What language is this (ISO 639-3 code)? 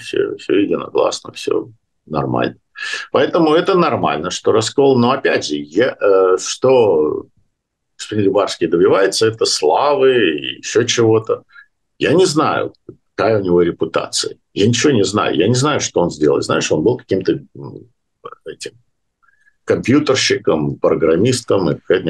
rus